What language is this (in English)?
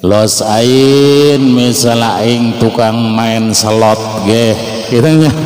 Sundanese